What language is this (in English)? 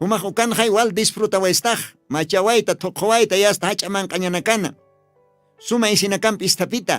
Aymara